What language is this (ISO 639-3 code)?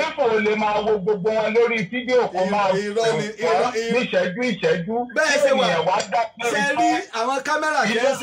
yor